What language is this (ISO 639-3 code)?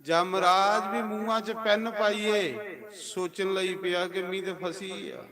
doi